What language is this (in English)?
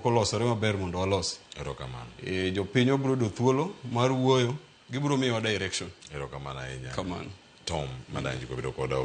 Luo (Kenya and Tanzania)